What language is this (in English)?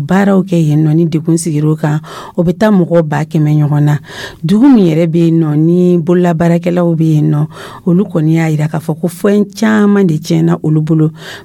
Dyula